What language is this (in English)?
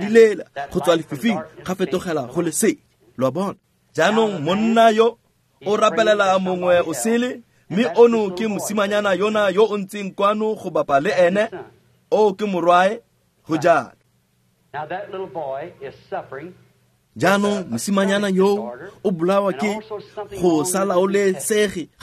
Tswana